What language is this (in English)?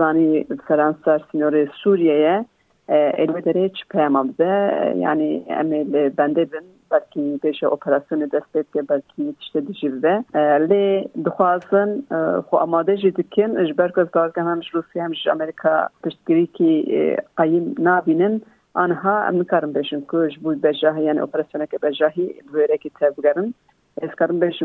Kurdish